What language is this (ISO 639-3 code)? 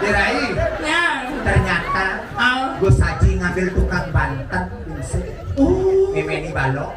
ban